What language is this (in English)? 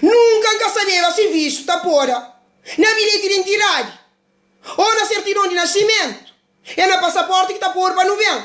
Kabuverdianu